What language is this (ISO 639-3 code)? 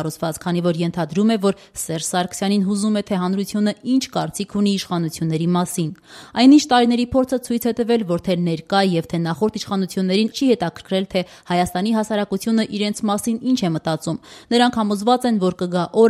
hye